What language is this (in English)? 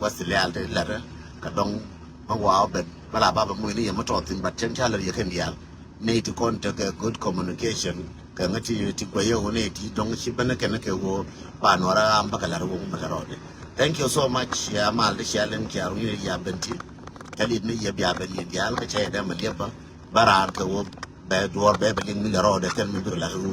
Nuer